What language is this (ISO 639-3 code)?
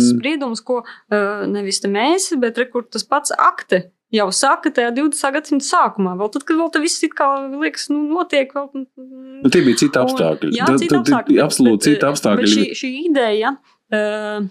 lav